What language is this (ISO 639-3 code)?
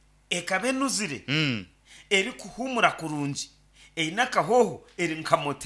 nyn